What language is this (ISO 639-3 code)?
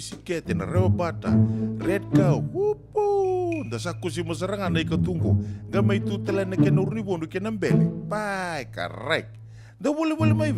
fij